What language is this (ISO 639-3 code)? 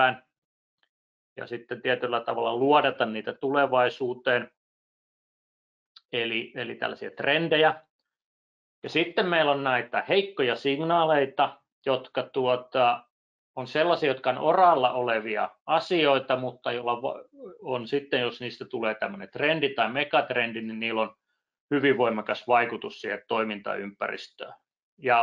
fin